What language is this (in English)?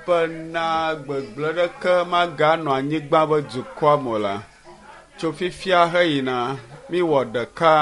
Ewe